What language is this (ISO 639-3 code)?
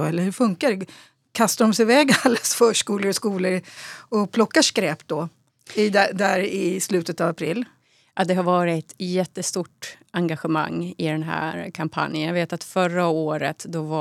swe